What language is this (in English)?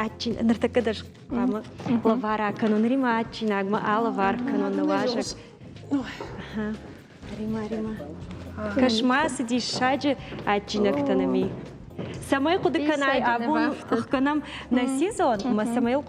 Ossetic